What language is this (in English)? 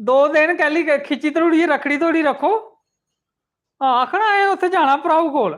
Dogri